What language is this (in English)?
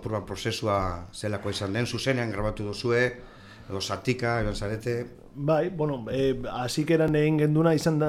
Basque